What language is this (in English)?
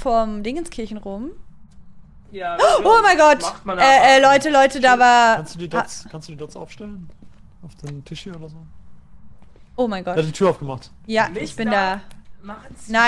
German